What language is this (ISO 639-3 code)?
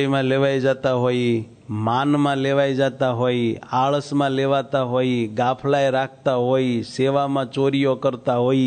guj